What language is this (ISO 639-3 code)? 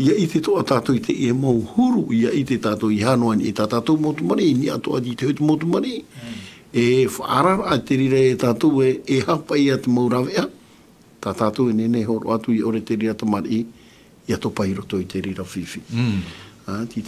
tah